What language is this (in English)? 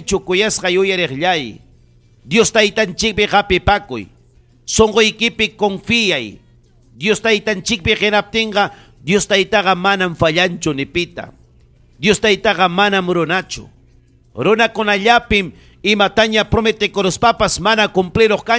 Ayacucho Quechua